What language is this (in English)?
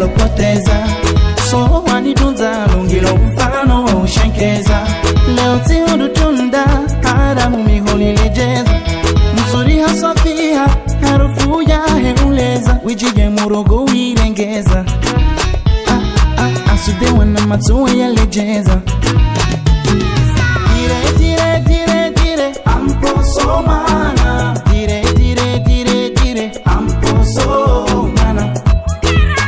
Swahili